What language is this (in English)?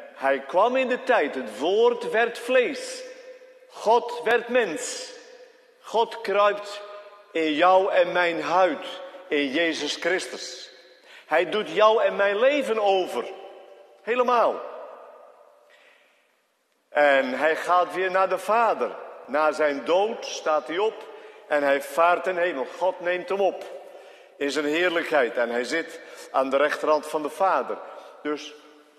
Dutch